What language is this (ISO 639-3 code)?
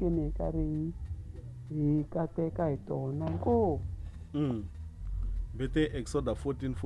tso